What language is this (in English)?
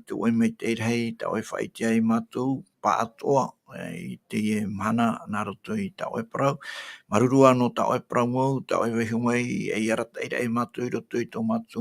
Tahitian